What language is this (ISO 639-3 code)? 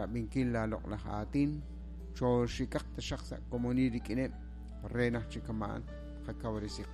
kek